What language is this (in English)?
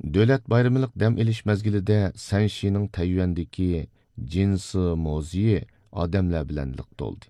Uyghur